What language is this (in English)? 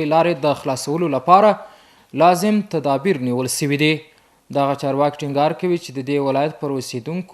Pashto